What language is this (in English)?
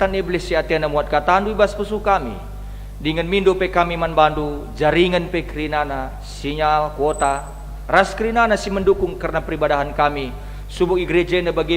Batak Karo